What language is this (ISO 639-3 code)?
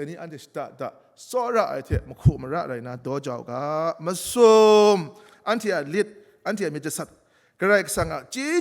kac